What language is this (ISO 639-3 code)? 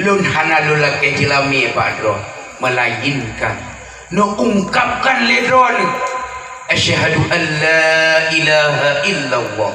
ace